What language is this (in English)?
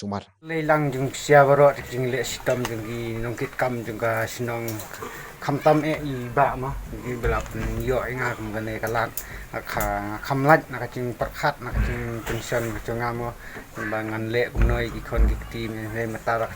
Khasi